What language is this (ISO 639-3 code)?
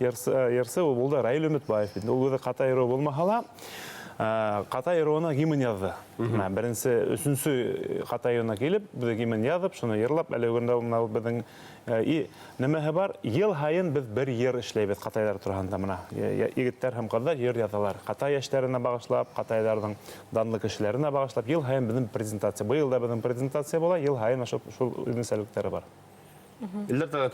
bak